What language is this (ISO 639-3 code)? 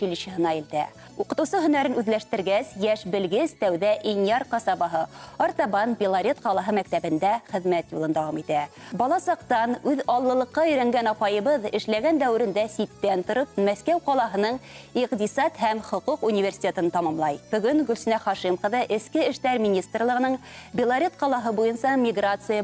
bak